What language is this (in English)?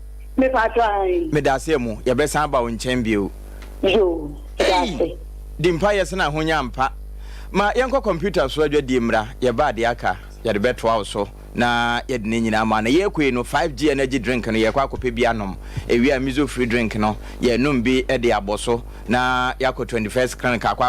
Akan